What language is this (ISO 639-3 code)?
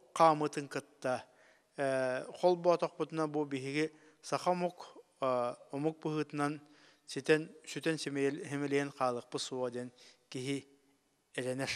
sah